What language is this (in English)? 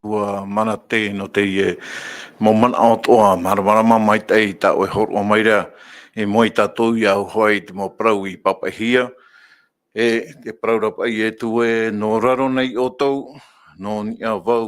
Tahitian